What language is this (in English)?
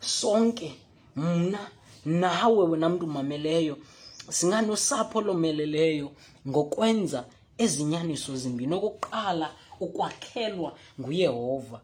Xhosa